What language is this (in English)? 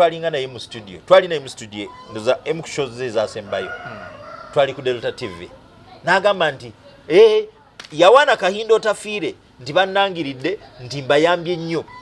Ganda